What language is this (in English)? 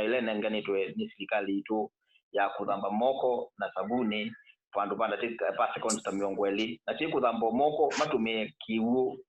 Kamba